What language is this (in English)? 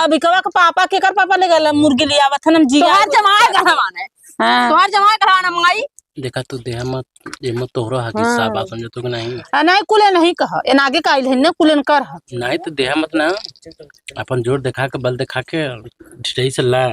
Awadhi